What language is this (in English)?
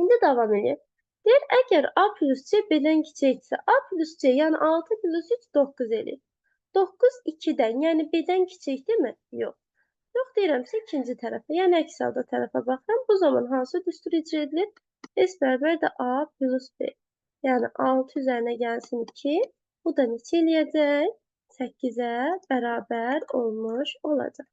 Azerbaijani